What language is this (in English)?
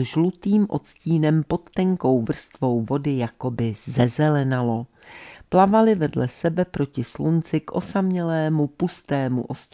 Czech